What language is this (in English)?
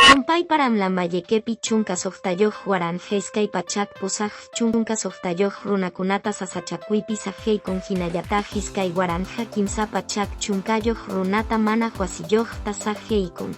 Quechua